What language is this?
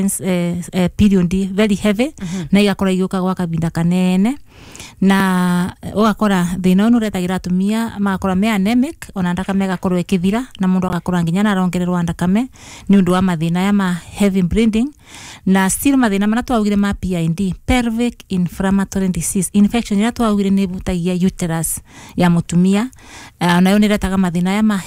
Kikuyu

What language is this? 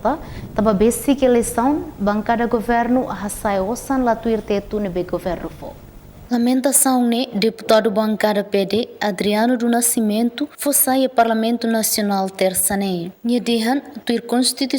Tetum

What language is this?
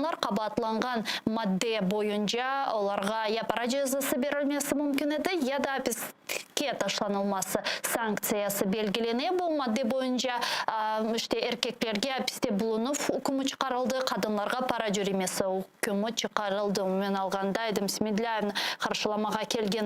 Crimean Tatar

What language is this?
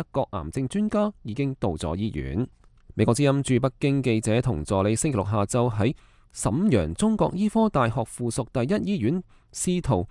Cantonese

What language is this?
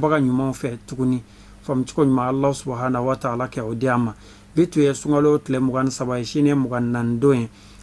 Bambara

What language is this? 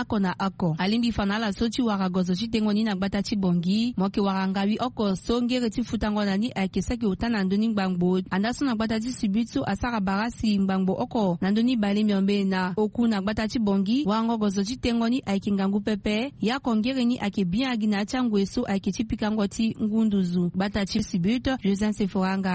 Sango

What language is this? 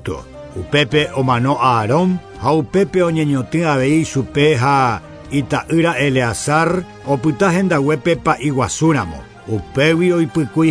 Guarani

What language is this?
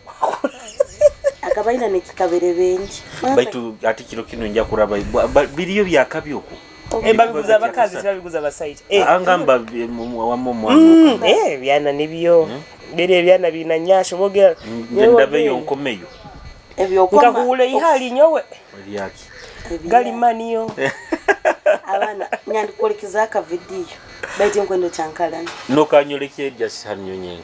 Nyoro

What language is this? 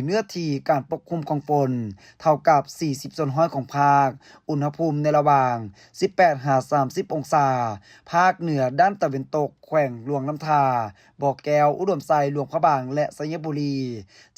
Lao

